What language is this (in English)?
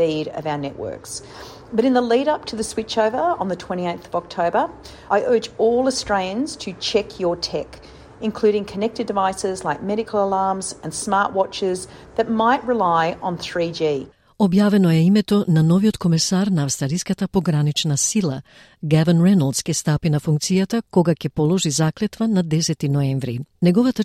Macedonian